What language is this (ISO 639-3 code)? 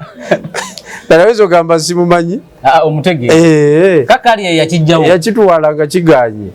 lug